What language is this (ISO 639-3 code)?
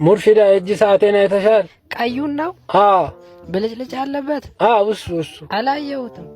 amh